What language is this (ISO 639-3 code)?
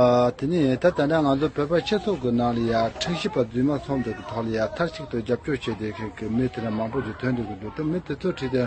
bod